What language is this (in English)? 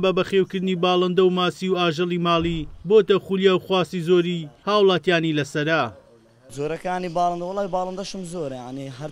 Central Kurdish